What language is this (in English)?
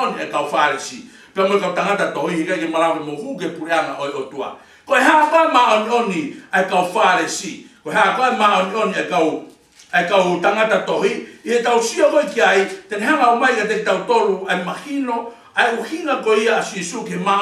Tongan